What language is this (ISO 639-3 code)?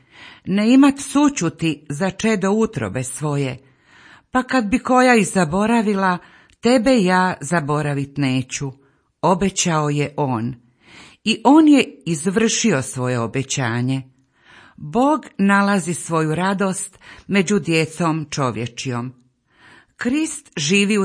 hrv